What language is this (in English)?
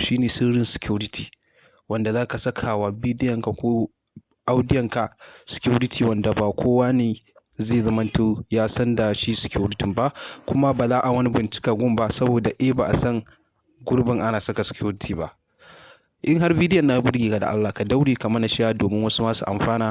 Hausa